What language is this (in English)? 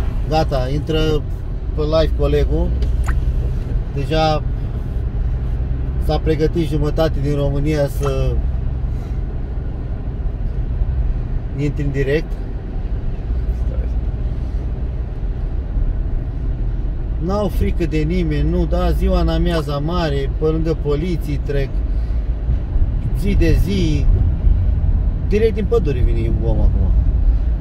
Romanian